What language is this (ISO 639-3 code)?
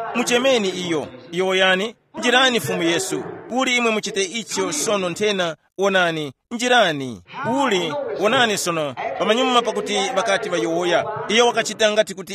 tum